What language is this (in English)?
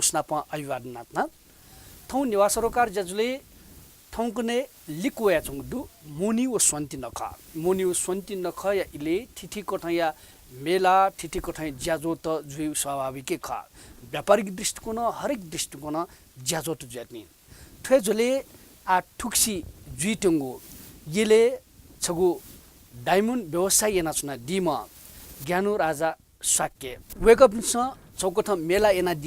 Newari